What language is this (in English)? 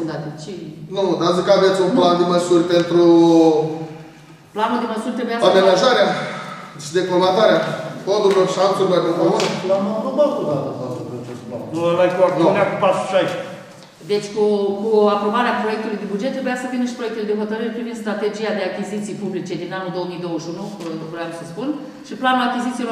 Romanian